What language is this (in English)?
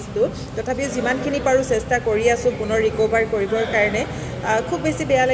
Assamese